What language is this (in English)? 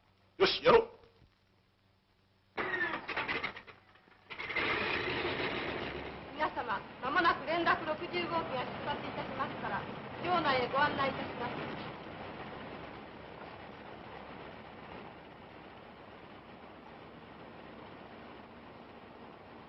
Japanese